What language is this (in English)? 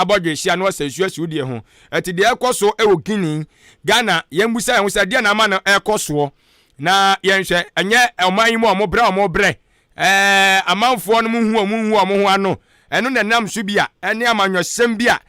Akan